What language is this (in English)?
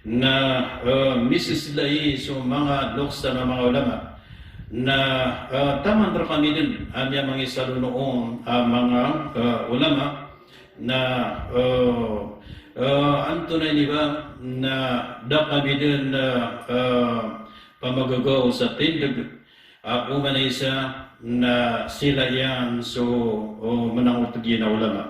Maranao